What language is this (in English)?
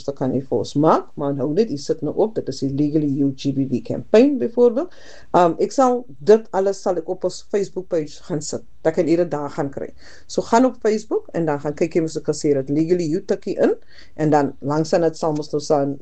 Afrikaans